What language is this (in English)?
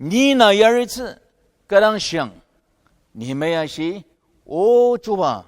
Ao Naga